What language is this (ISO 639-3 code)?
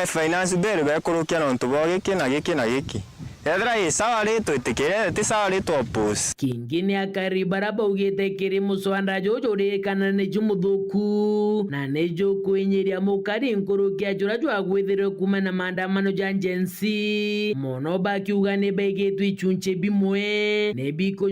mer